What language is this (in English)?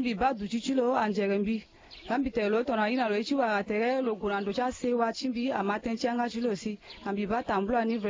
Sango